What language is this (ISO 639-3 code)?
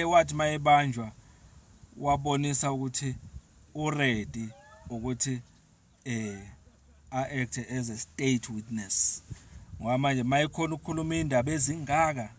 zul